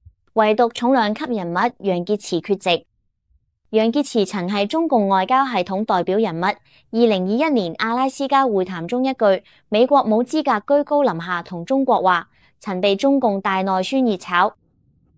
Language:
Cantonese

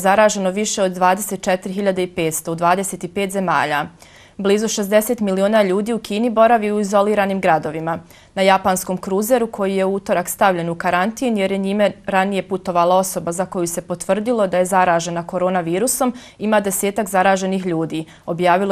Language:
Bosnian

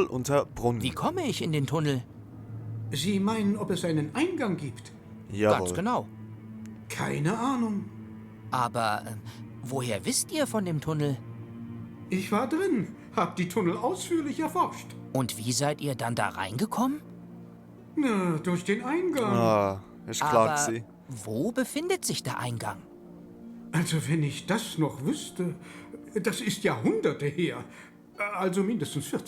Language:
Swiss German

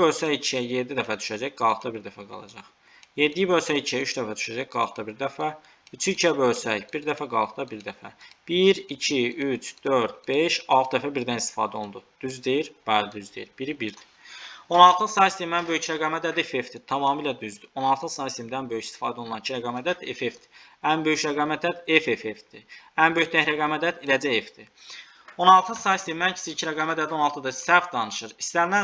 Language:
Azerbaijani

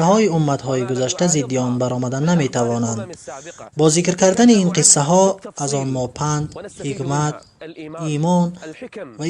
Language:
Tajik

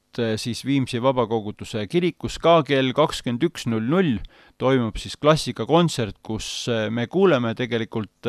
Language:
Estonian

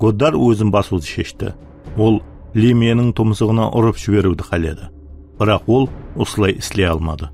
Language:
Kara-Kalpak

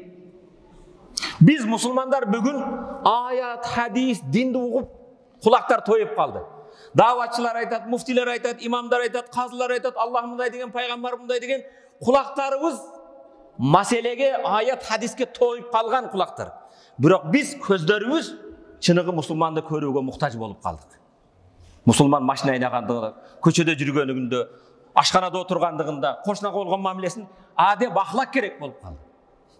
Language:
Kyrgyz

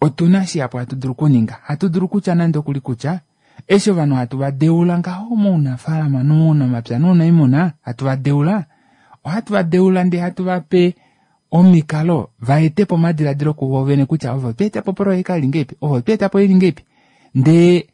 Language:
Kuanyama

